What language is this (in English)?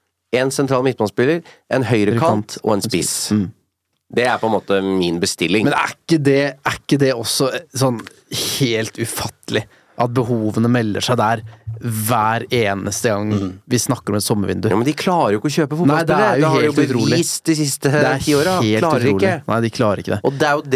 Norwegian